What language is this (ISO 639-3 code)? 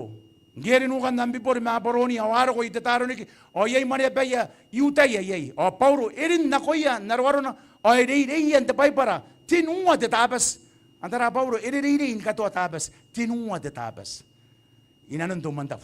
gil